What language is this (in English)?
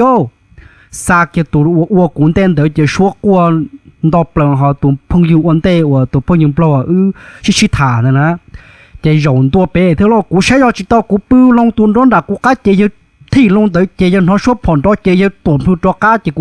Hmong